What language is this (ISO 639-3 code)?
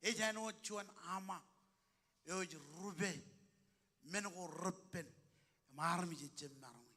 mah